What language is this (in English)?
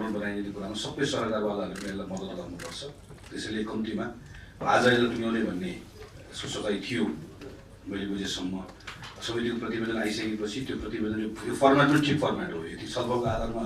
Nepali